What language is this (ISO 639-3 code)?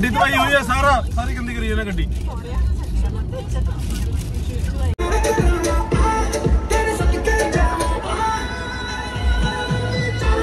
pan